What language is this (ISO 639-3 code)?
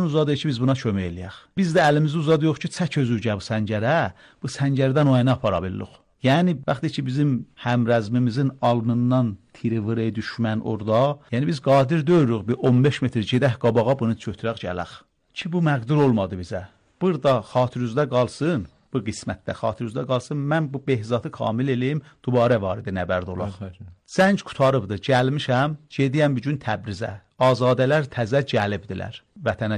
aze